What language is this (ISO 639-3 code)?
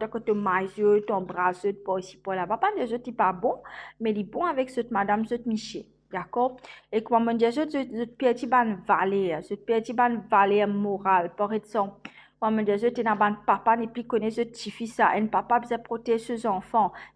mfe